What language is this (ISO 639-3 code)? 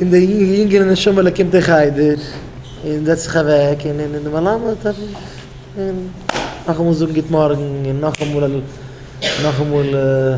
yid